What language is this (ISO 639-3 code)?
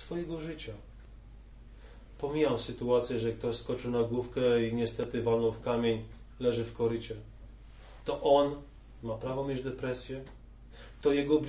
pol